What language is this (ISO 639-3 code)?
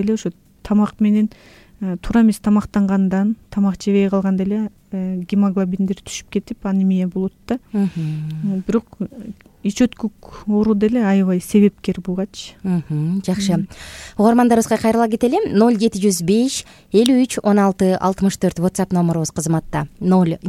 kir